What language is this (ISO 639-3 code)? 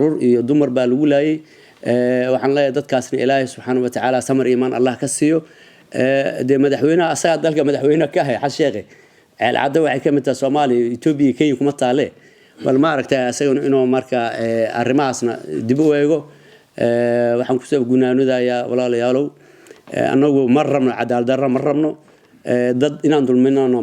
som